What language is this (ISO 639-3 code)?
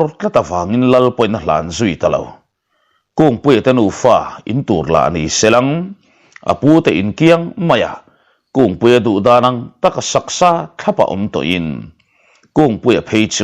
lus